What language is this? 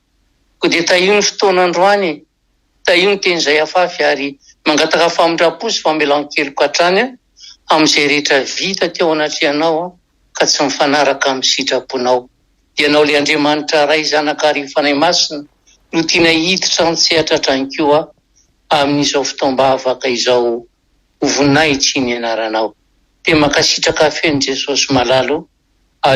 Malagasy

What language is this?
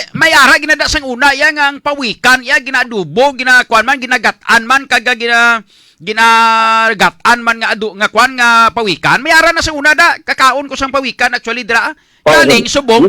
Hiligaynon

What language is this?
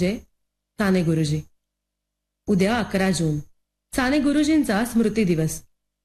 Marathi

